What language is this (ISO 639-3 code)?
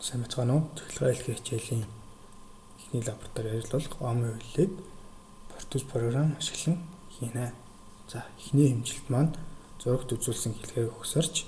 mon